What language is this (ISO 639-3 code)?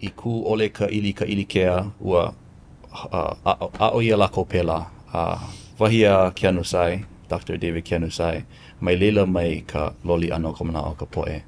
haw